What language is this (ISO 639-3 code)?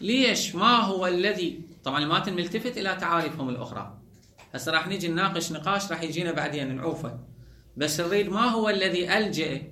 acm